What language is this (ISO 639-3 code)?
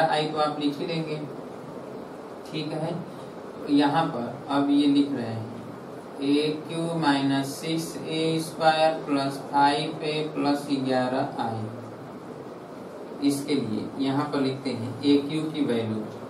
hin